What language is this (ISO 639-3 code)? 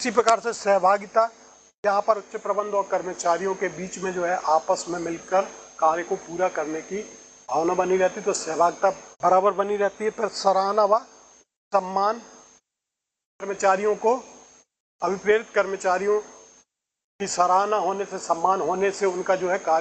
hin